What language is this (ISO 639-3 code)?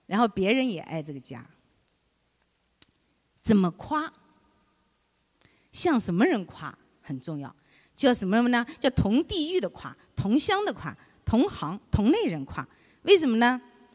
zho